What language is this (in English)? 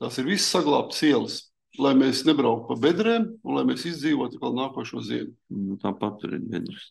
Latvian